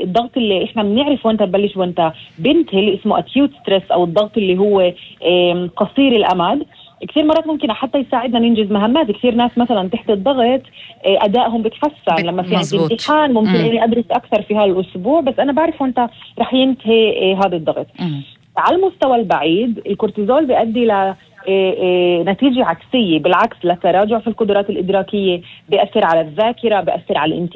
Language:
North Levantine Arabic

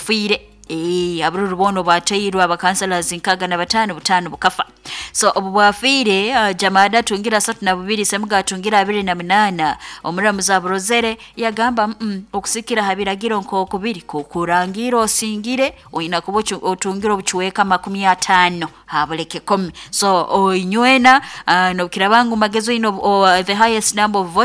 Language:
Nyoro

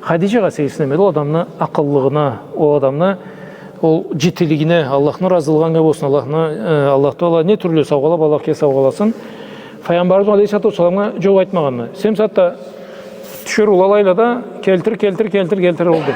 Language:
Karachay-Balkar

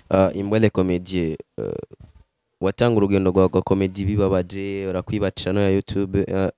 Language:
Rundi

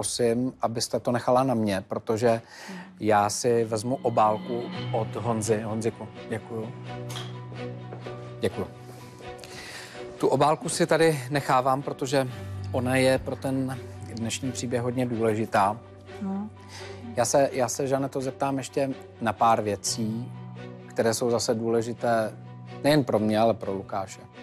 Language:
Czech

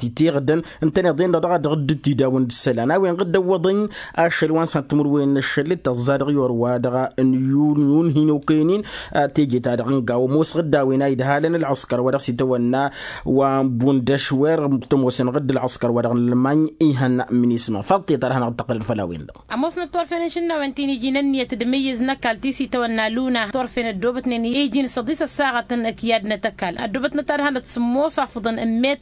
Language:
Tamasheq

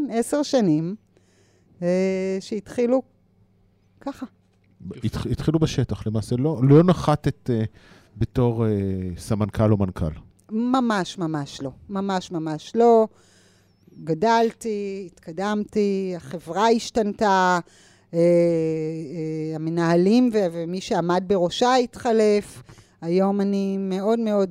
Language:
Hebrew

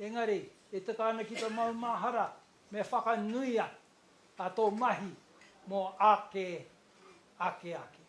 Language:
Māori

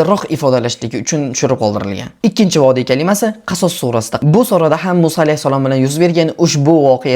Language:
Uzbek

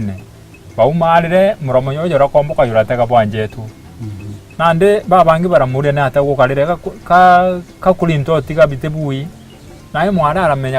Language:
Meru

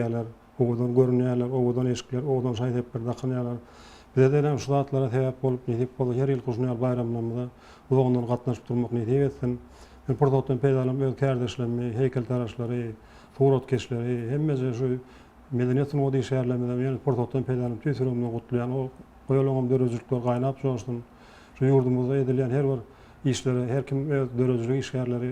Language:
Turkmen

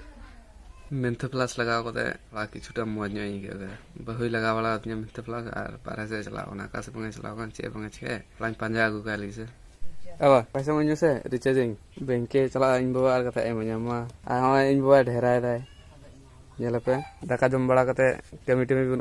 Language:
Santali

